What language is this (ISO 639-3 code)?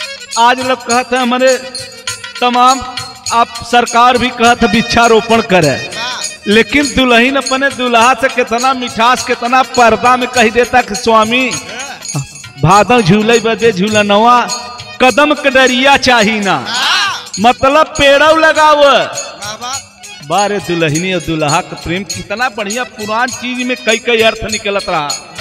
bho